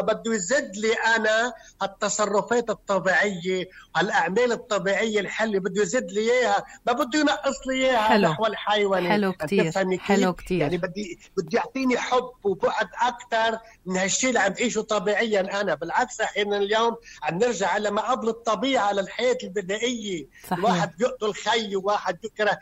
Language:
North Levantine Arabic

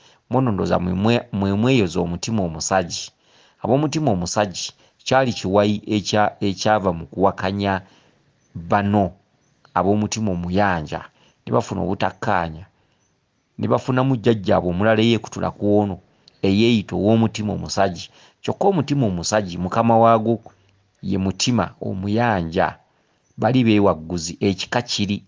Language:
Ganda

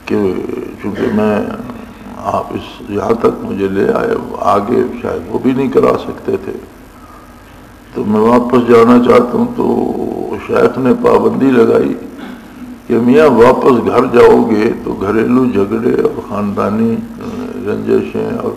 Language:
Urdu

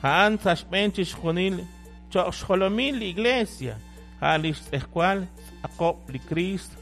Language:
Kekchí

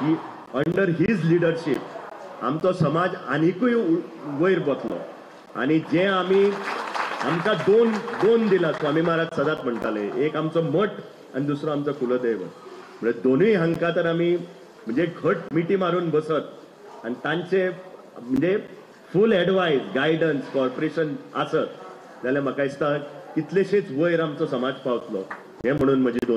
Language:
Konkani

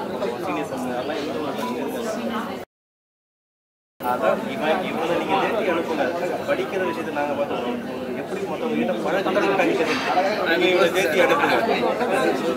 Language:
Tamil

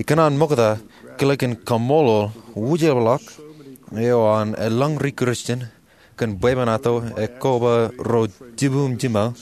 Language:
Marshallese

